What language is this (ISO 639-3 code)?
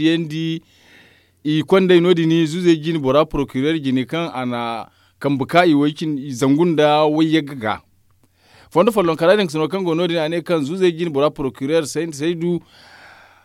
dje